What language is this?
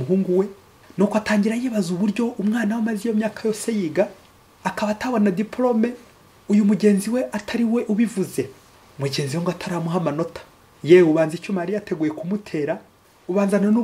Kinyarwanda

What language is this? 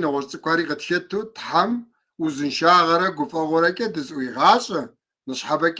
Kabardian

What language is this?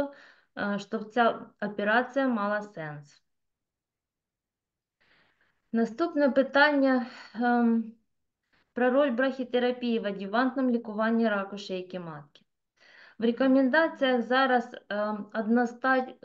Ukrainian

